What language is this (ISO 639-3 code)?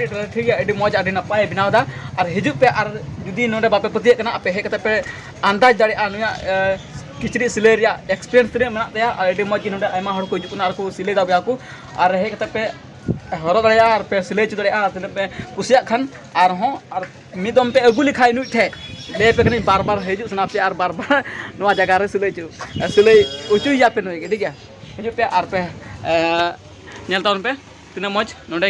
sat